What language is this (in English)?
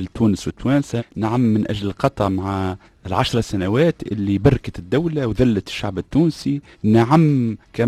Tunisian Arabic